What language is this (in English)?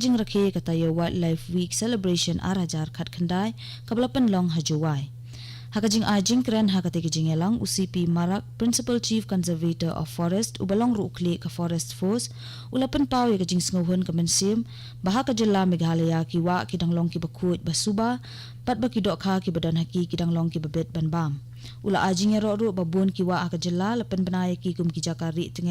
Khasi